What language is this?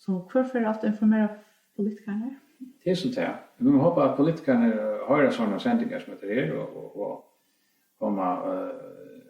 Faroese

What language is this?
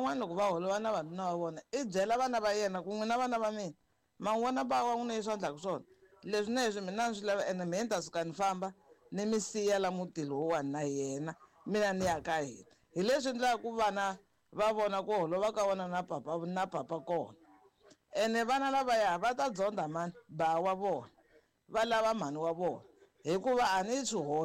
Tsonga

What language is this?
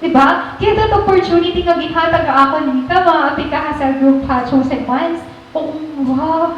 Waray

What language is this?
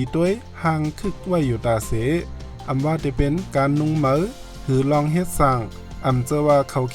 Shan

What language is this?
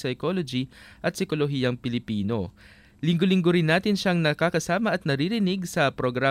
Filipino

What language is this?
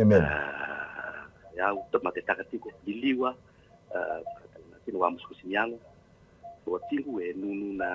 Fijian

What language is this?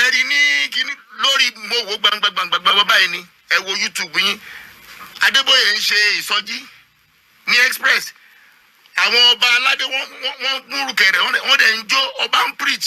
Yoruba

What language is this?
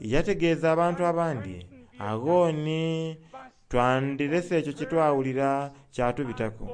Soga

